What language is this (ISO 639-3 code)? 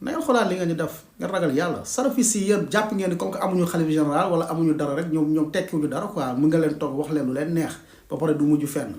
wol